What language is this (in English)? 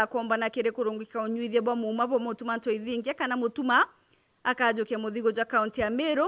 Meru